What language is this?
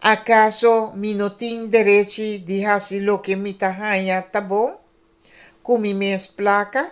Papiamento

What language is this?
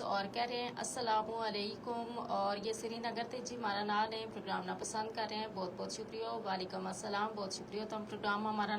Gujari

